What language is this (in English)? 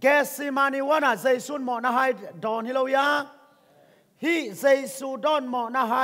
Tedim Chin